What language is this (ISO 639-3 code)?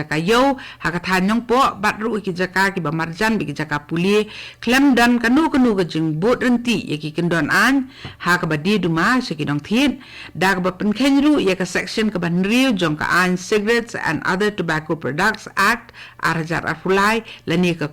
kha